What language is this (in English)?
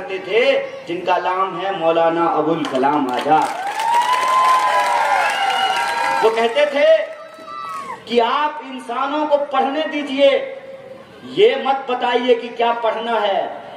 Hindi